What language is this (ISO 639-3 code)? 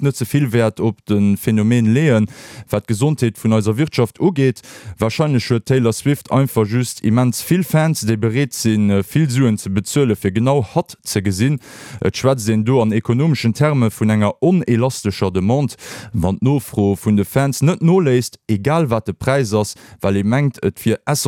ltz